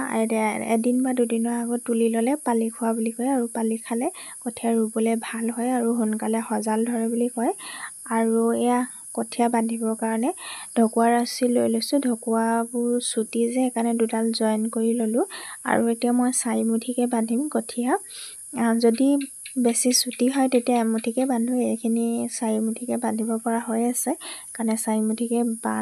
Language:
Assamese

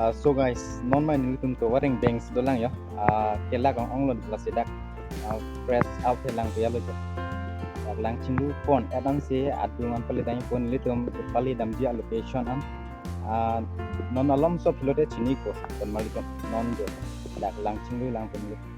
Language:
Karbi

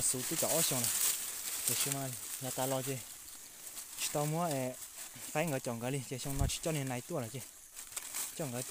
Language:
Hmong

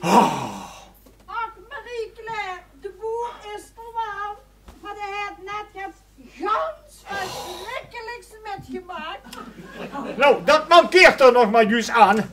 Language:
Limburgish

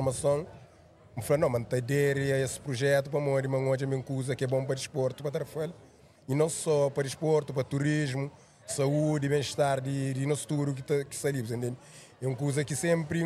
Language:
Kabuverdianu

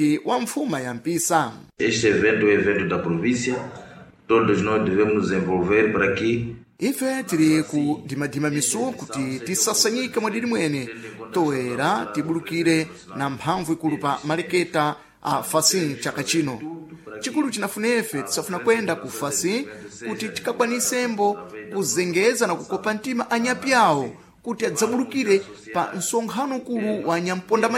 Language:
Sena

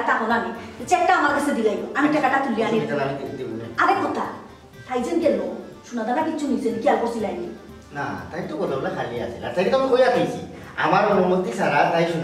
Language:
Sylheti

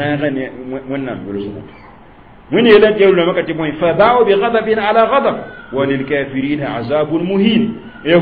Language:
Mossi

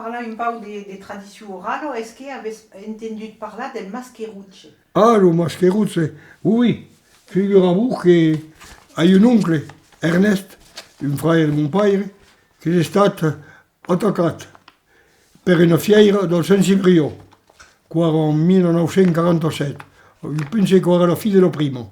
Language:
Occitan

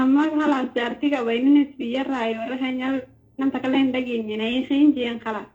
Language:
Oromo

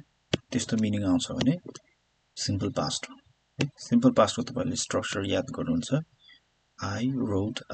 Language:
Nepali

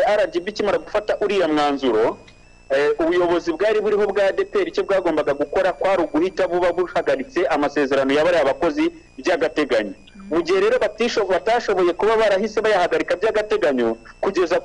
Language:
Kinyarwanda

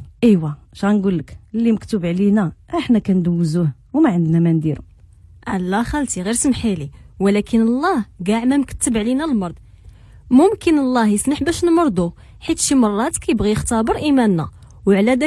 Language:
Moroccan Arabic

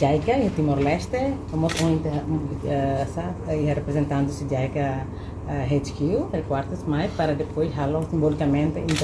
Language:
Tetum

